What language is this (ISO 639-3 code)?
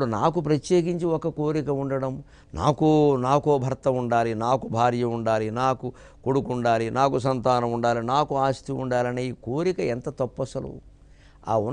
tel